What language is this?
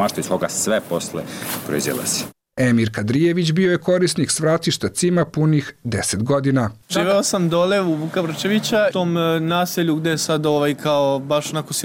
Serbian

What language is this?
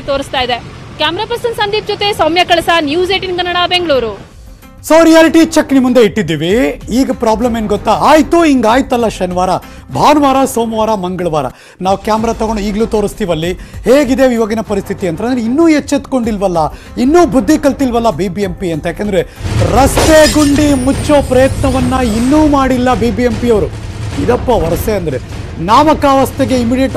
Kannada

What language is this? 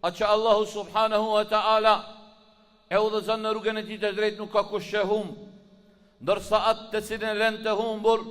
Albanian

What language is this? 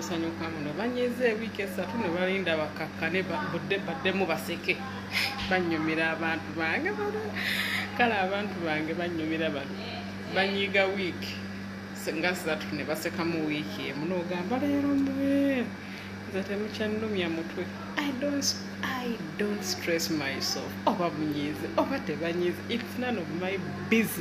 Ganda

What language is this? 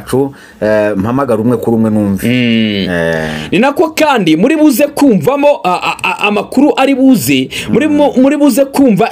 Kinyarwanda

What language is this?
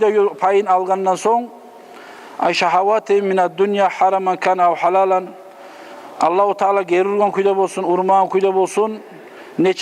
Kumyk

